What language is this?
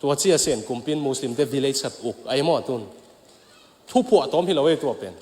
Tedim Chin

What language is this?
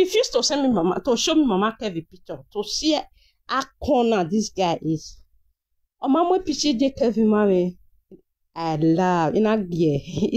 Nigerian Pidgin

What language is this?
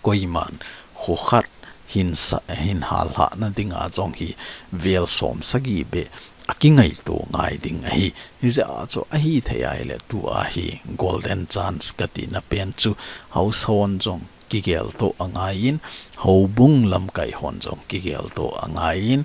Thado Chin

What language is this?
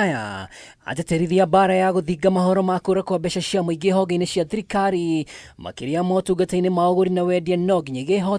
Kikuyu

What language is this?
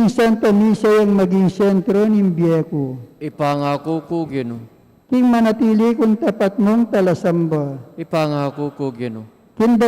Pampanga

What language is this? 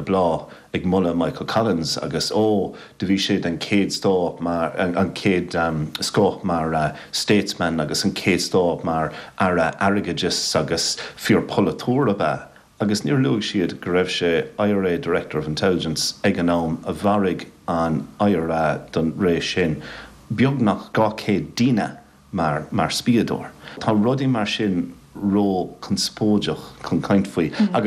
Irish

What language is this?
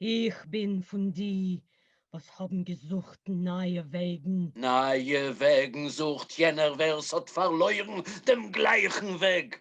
Yiddish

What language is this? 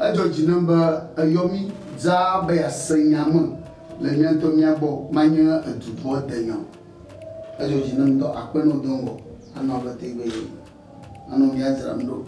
Ewe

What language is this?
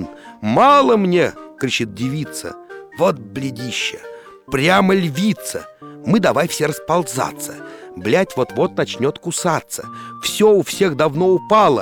Russian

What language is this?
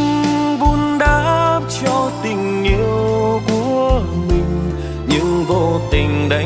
Vietnamese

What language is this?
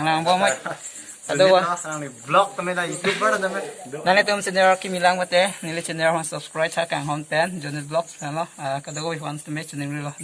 Karbi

